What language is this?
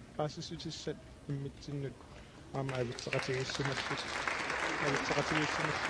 Kalaallisut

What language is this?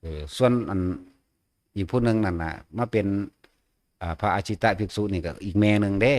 Northeastern Thai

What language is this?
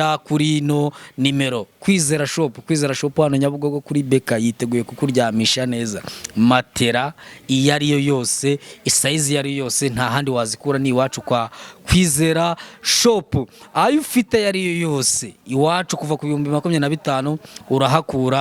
Kinyarwanda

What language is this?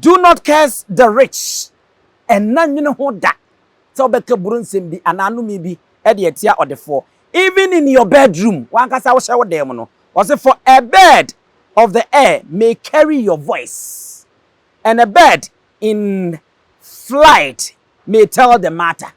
Akan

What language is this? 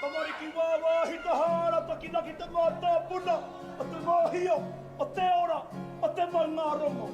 Māori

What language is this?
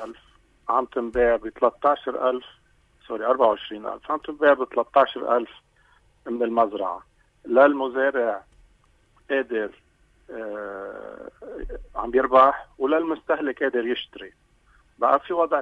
North Levantine Arabic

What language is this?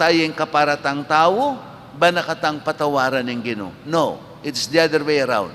Pampanga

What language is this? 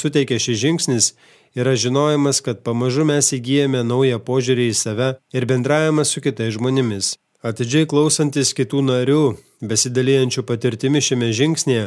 Lithuanian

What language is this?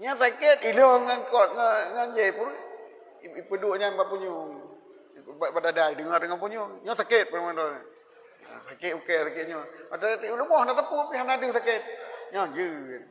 Achinese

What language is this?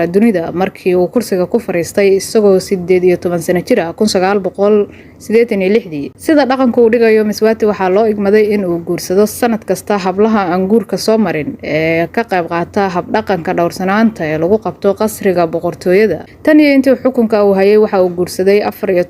Somali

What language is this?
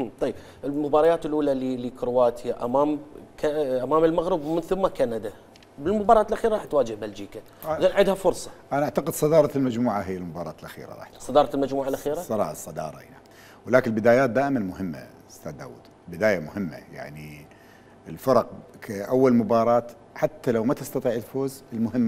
Mesopotamian Arabic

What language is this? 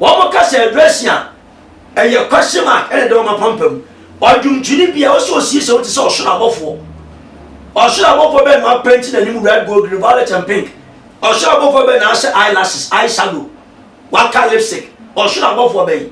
Akan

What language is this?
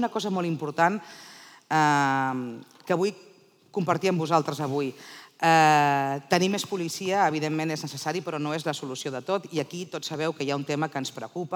Catalan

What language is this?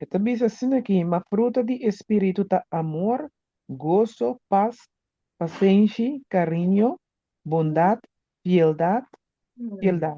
Papiamento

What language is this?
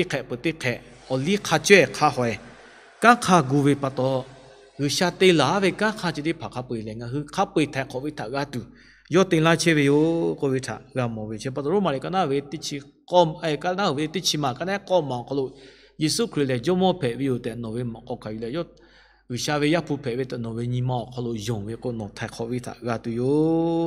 Lahu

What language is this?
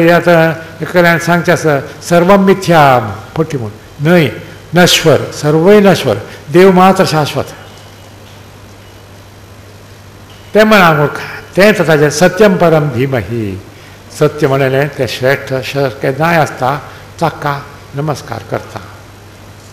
Konkani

